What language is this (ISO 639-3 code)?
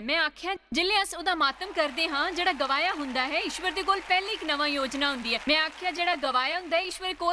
doi